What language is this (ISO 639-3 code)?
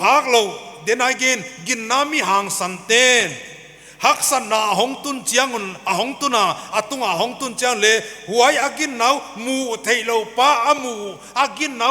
pck